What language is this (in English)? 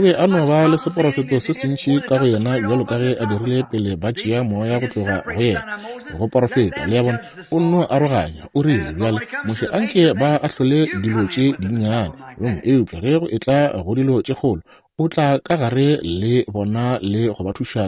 Northern Sotho